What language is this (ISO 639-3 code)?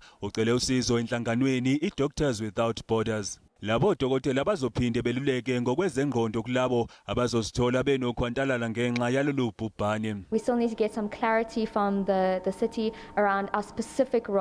zul